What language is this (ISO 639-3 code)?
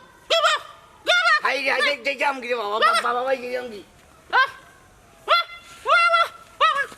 syl